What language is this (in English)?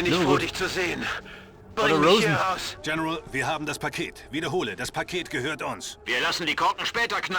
Bavarian